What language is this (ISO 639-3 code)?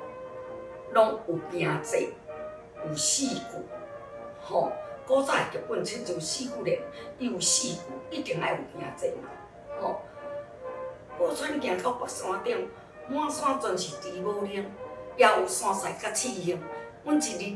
nan